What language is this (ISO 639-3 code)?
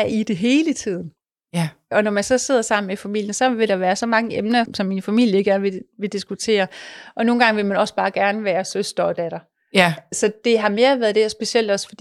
dan